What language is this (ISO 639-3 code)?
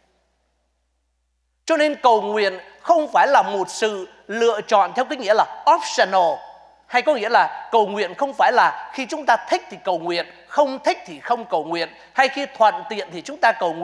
vie